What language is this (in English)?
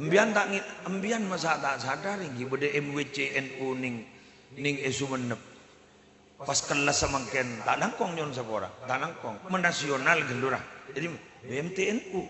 Madurese